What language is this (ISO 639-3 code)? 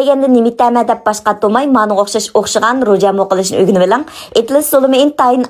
uig